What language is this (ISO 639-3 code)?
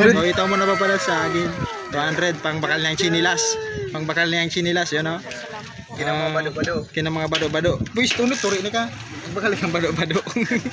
bik